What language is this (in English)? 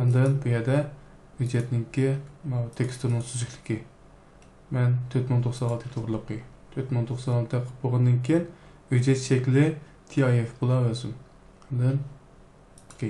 Uyghur